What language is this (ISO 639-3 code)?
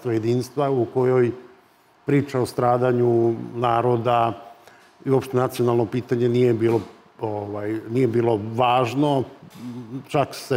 srp